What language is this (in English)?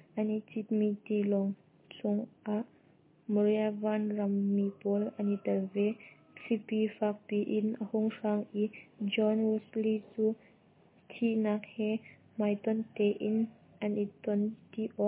Hakha Chin